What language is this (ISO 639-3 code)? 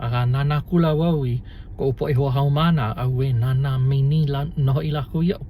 haw